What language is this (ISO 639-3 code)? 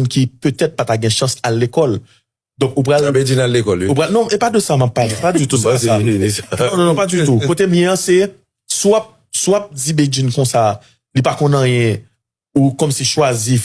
hat